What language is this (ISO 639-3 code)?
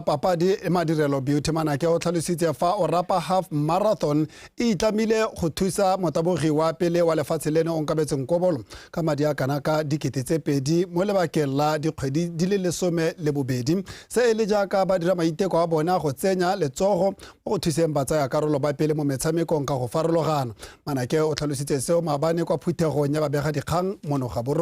tsn